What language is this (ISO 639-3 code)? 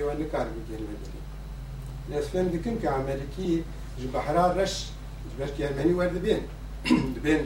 kur